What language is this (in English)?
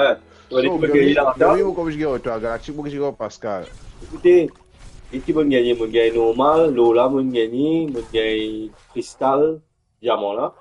Morisyen